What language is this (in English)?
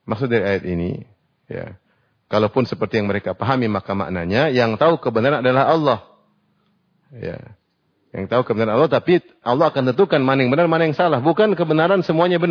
Indonesian